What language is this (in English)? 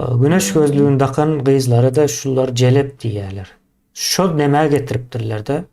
Turkmen